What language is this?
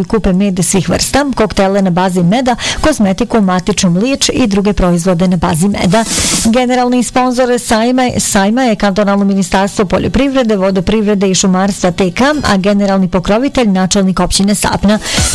Bosnian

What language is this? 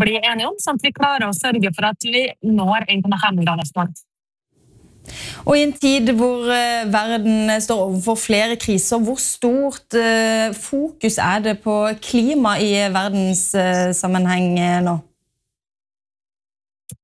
Norwegian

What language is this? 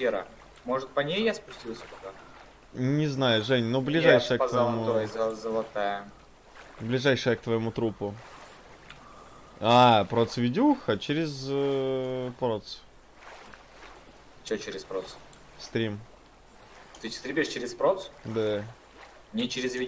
Russian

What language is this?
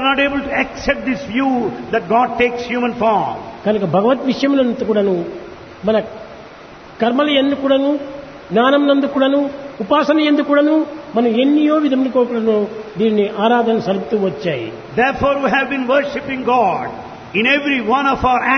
Telugu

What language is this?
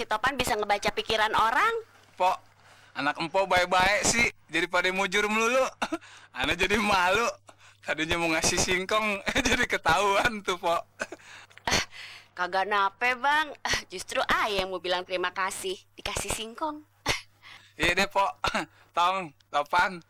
Betawi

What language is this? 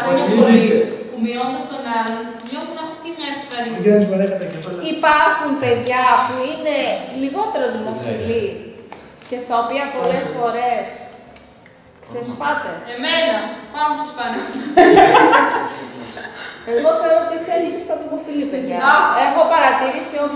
Greek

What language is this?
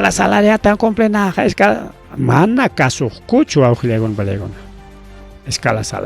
Ayacucho Quechua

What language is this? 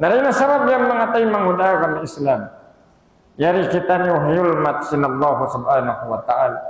Tausug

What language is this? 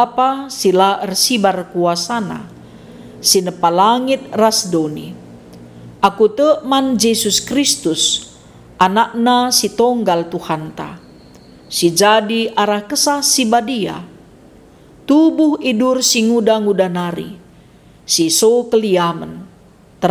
Batak Karo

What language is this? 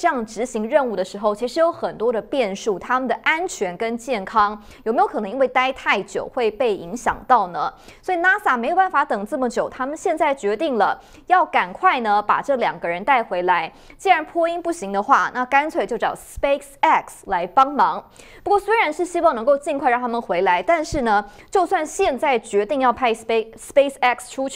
Chinese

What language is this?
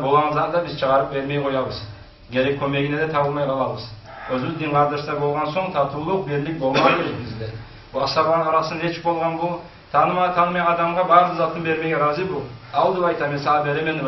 Kumyk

